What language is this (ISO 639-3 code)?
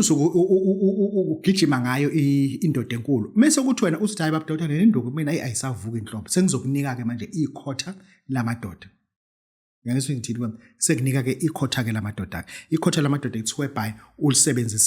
zul